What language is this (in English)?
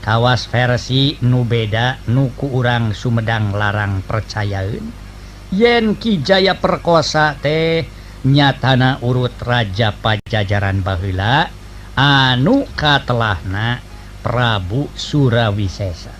Sundanese